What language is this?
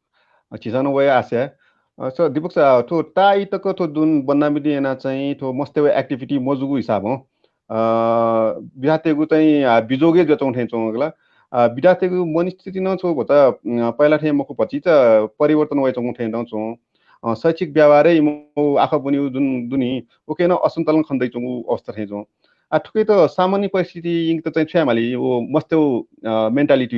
Newari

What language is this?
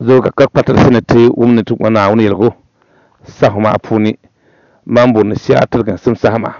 Dagbani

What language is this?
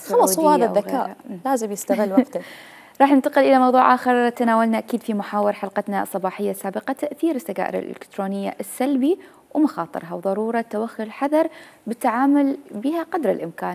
Mesopotamian Arabic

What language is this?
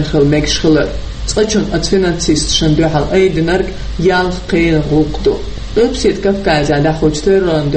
Chechen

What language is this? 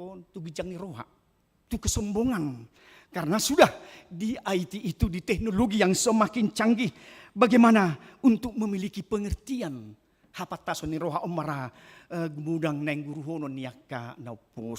Batak Toba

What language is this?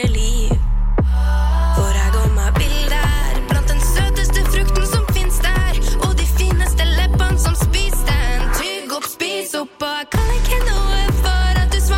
Norwegian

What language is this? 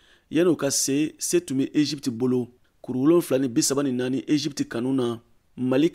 Bambara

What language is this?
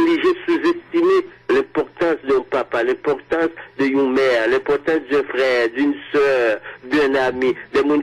Haitian Creole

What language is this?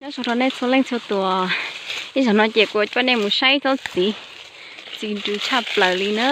Hmong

